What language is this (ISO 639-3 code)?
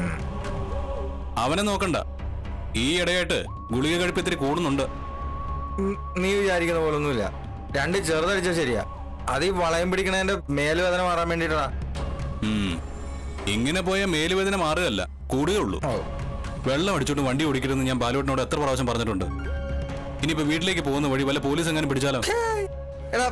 mal